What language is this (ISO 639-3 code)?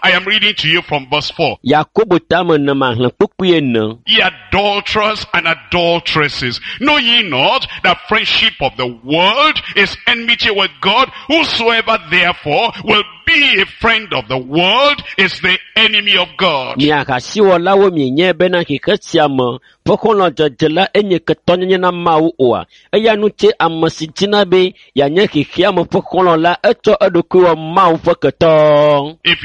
ewe